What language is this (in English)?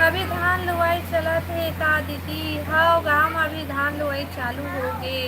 Chhattisgarhi